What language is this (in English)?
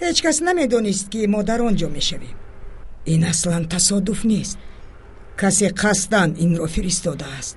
Tajik